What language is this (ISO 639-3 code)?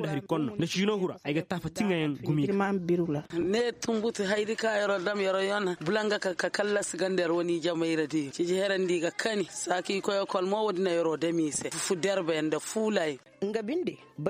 ses